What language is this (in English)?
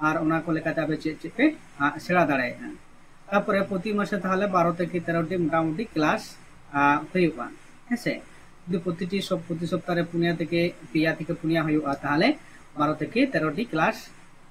Santali